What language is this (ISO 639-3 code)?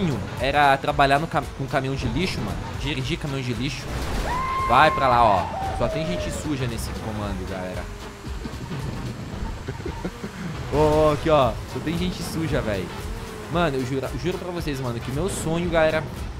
por